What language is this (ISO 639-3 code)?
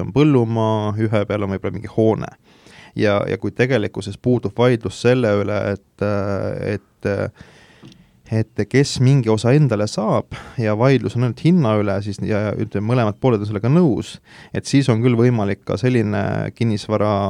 est